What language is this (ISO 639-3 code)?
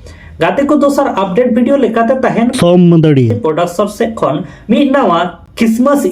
sat